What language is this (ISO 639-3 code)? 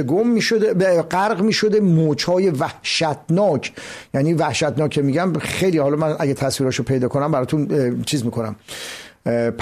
fas